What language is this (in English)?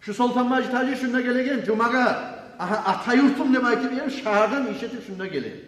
Kumyk